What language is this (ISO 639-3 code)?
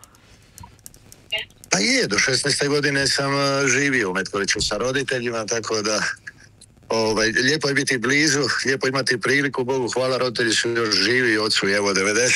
hrv